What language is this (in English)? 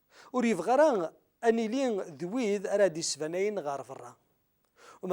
Kabyle